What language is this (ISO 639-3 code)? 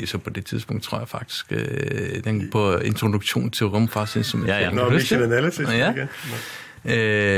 dan